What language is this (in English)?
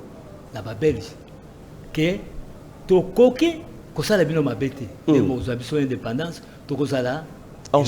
Lingala